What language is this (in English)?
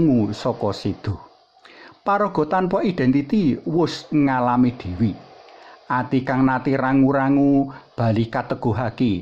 Javanese